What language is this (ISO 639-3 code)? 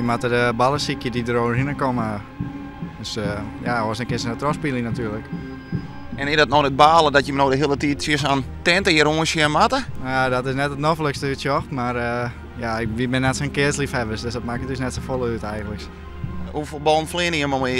fry